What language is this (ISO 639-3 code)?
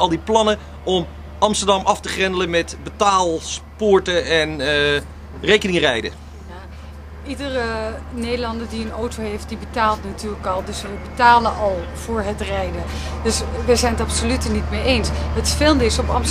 nld